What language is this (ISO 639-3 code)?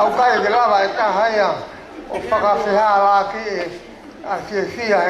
ton